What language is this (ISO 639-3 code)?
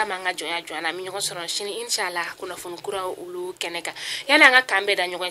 bam